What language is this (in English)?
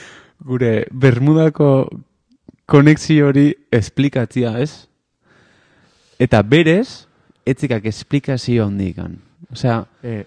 Basque